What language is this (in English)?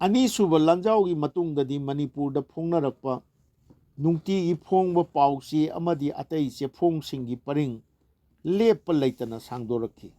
Manipuri